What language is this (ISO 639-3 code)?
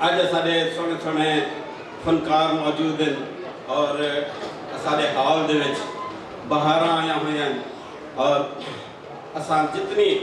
skr